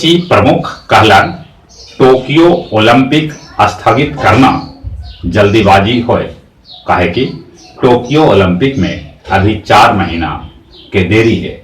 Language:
Magahi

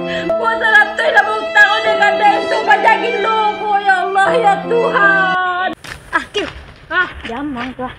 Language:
Minangkabau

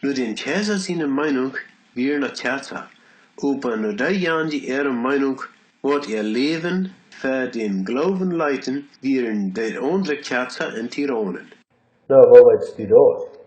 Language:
Plautdietsch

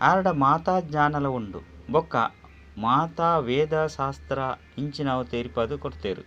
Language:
Tulu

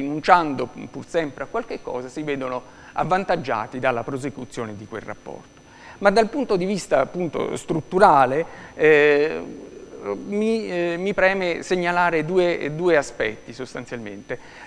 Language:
Italian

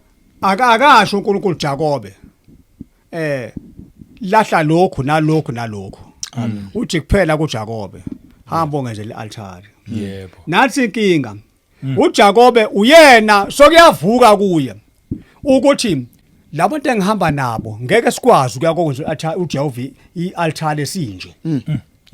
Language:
Zulu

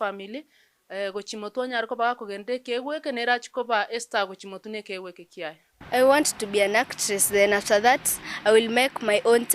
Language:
Gusii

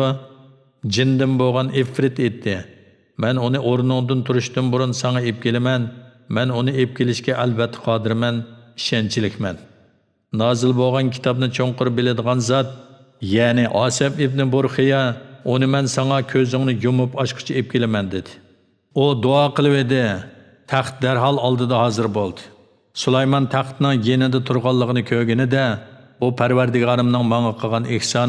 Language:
Uyghur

